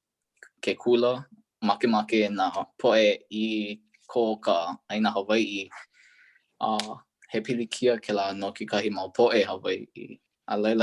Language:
Hawaiian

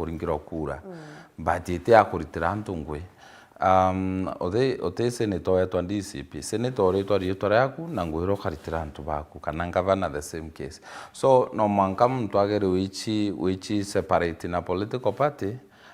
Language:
Meru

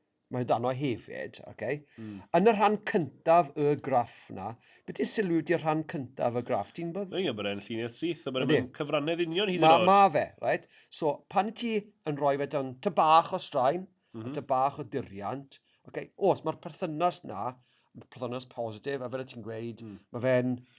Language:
Welsh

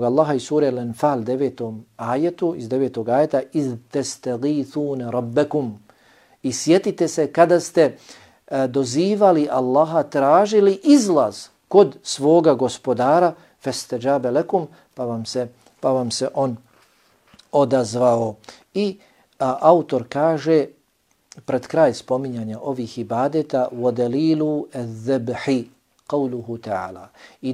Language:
Bosnian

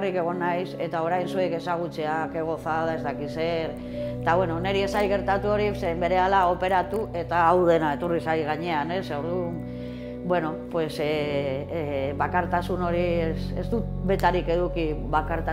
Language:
Basque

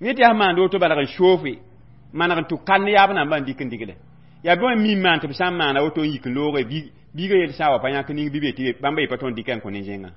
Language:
Mossi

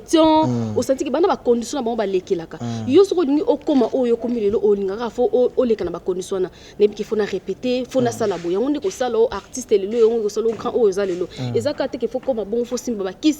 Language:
Lingala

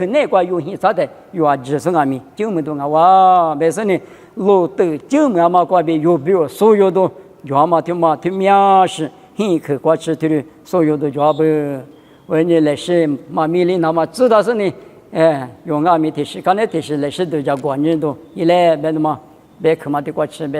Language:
Lisu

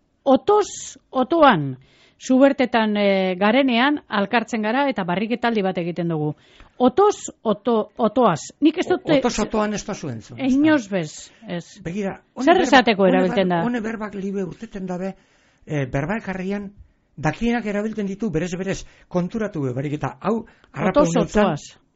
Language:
Basque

